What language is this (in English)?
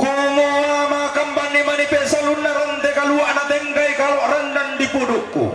Toraja-Sa'dan